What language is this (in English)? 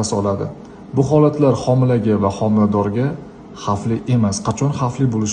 Uzbek